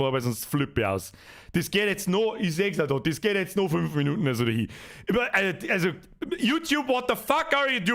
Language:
Bavarian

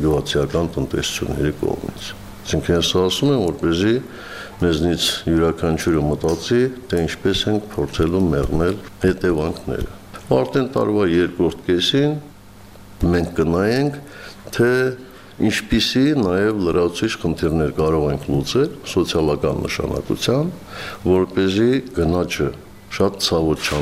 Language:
Armenian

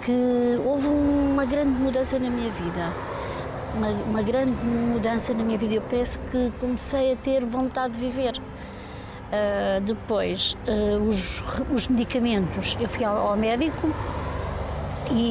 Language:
Portuguese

